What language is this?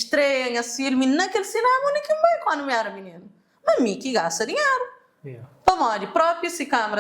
Kabuverdianu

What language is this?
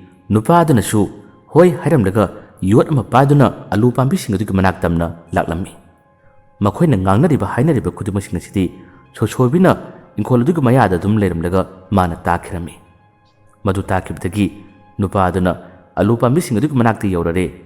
Manipuri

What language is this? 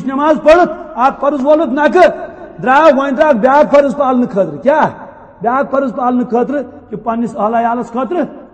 Kashmiri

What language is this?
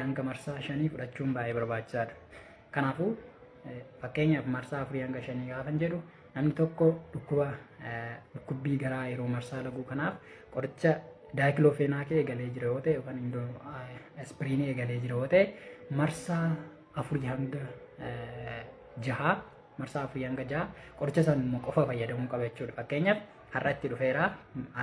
Oromo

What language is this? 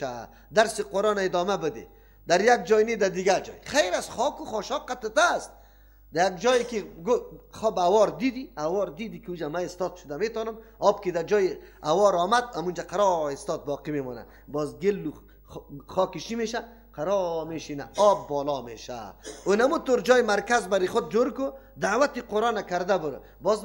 Persian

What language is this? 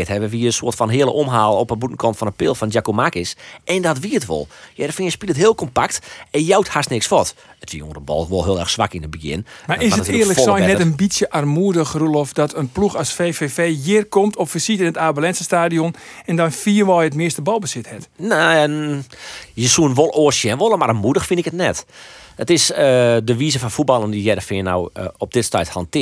Western Frisian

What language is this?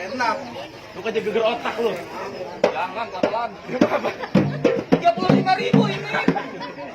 Betawi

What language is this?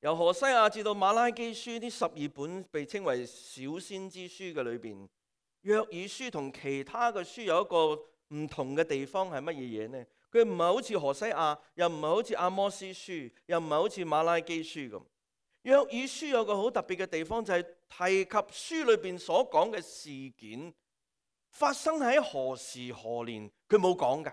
Cantonese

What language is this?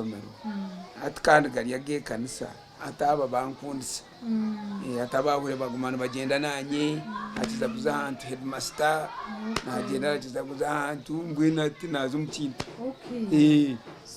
Nyankole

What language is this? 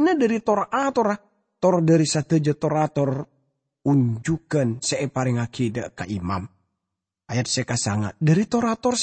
Madurese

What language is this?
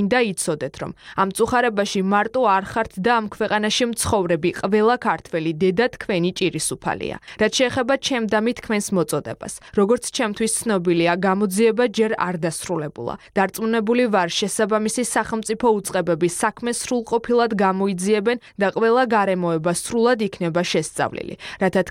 Georgian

